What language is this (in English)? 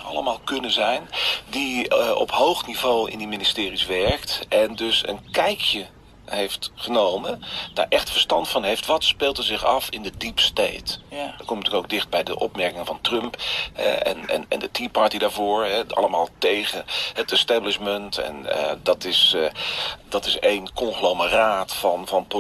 Dutch